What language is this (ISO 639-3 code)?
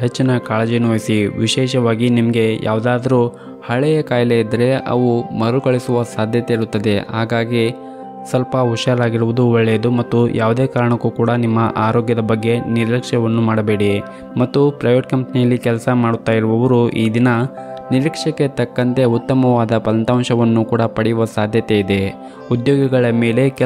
kan